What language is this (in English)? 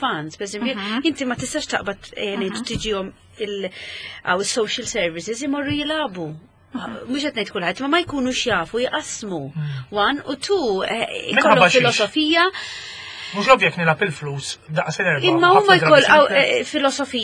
Maltese